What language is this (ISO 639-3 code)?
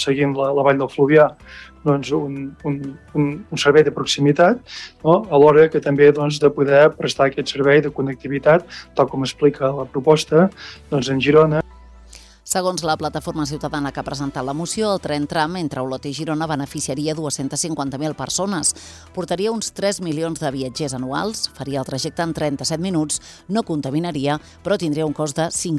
cat